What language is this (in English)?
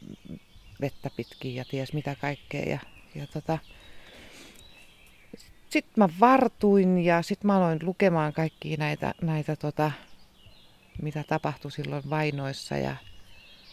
Finnish